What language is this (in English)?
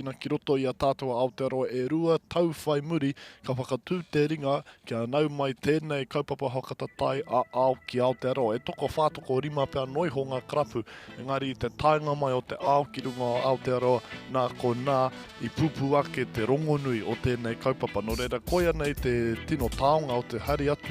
Māori